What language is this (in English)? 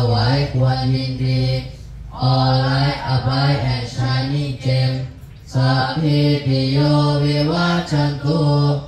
Thai